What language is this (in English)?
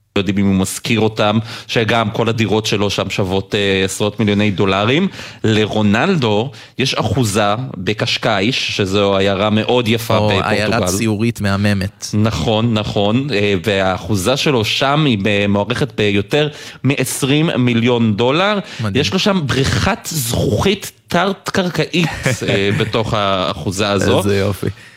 Hebrew